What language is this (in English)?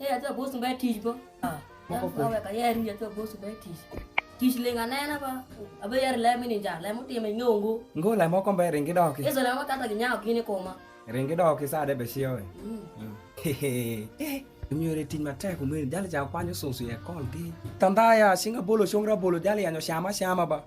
Alur